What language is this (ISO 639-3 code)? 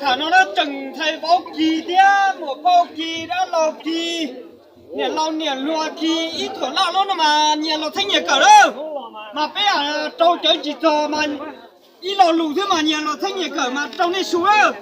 hmn